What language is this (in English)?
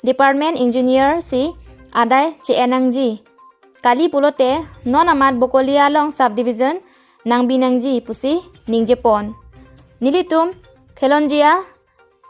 Karbi